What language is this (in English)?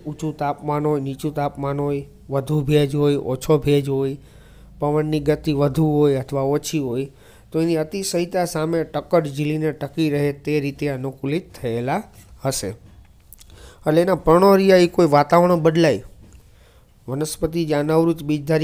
Gujarati